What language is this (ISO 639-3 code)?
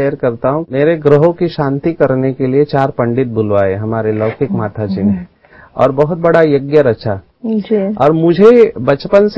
hin